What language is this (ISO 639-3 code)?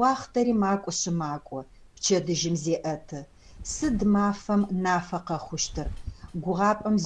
ady